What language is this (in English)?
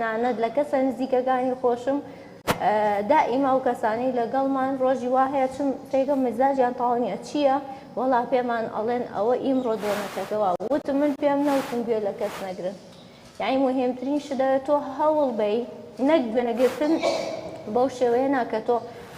Central Kurdish